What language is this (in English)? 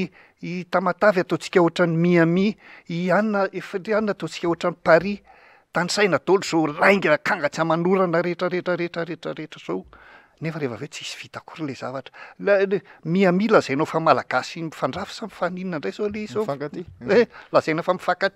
Malagasy